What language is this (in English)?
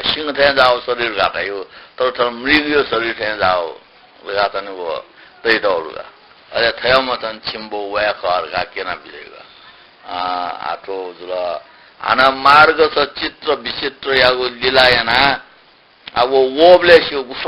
Newari